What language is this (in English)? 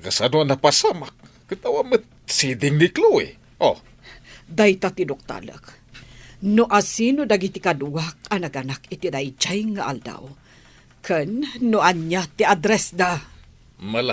Iloko